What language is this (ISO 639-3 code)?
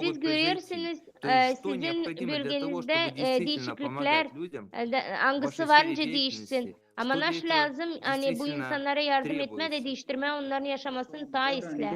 gag